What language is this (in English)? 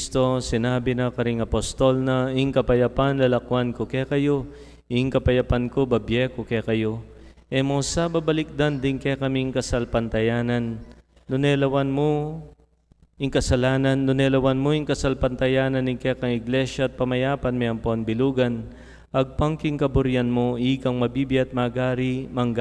Pampanga